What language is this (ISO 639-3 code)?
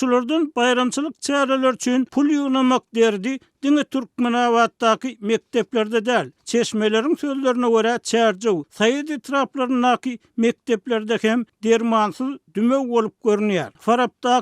tuk